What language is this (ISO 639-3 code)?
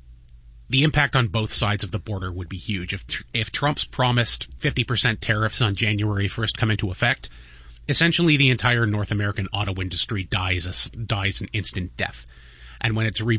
eng